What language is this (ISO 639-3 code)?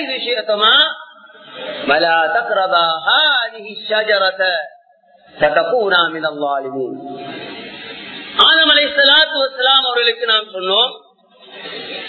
tam